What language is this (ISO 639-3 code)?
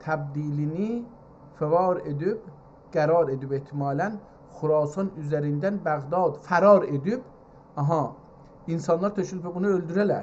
azb